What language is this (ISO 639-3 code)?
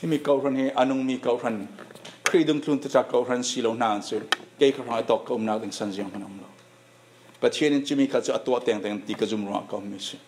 cfm